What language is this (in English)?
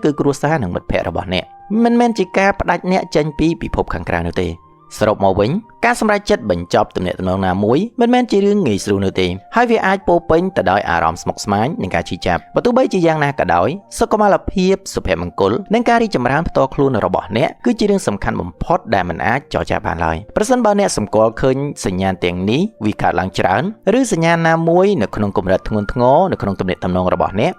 Khmer